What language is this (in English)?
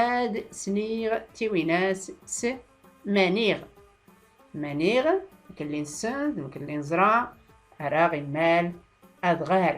Tachelhit